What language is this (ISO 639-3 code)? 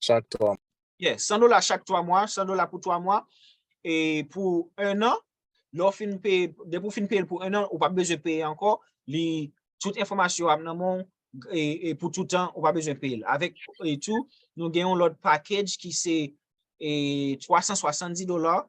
hat